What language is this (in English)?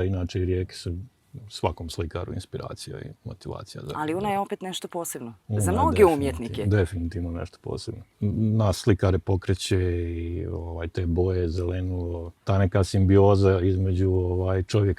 Bosnian